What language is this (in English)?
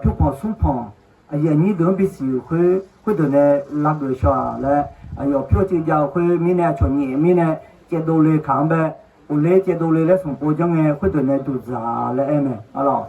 Akha